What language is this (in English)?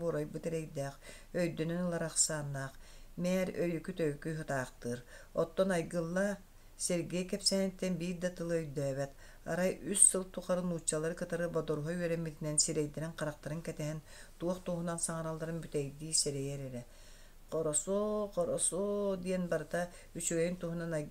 Yakut